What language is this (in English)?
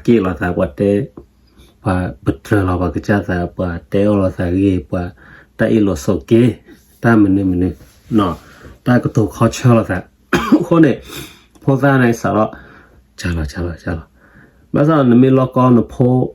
S'gaw Karen